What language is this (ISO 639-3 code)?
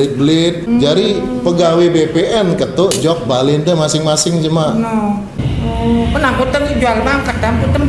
sas